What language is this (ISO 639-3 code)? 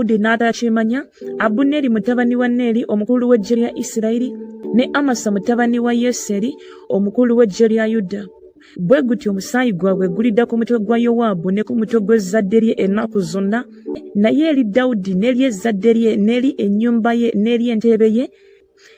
lug